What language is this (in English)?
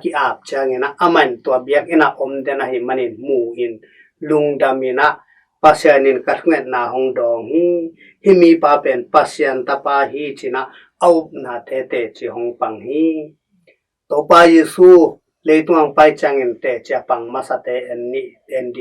Tedim Chin